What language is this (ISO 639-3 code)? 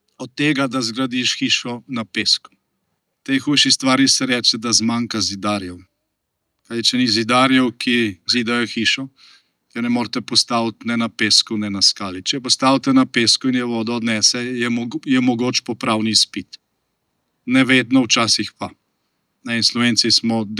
slv